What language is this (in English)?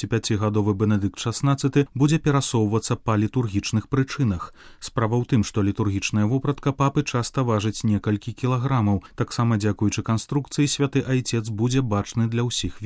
Belarusian